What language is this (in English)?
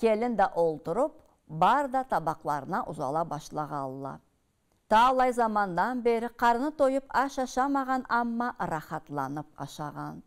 Karachay-Balkar